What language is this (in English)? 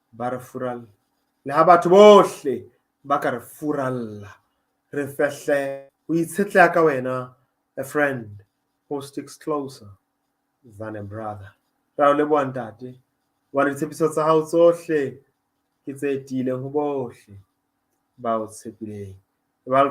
Southern Sotho